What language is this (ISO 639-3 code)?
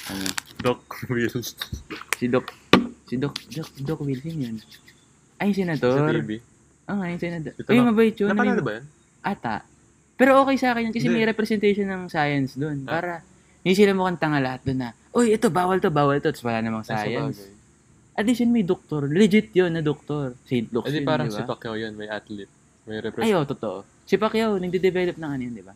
fil